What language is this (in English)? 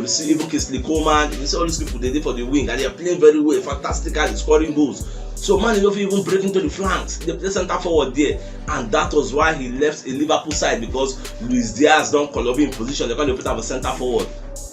Nigerian Pidgin